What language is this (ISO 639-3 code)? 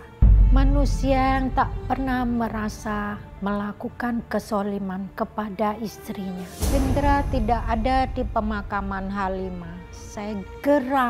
ind